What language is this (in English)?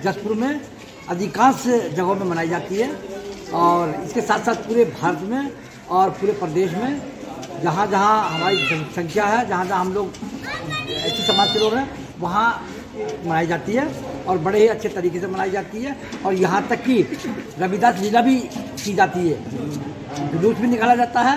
Hindi